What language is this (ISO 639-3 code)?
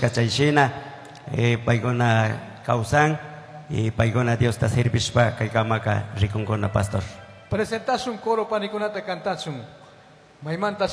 qug